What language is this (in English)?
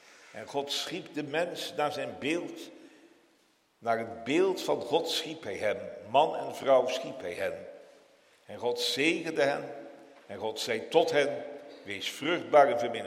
Dutch